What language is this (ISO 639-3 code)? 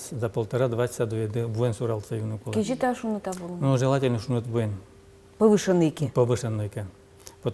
udm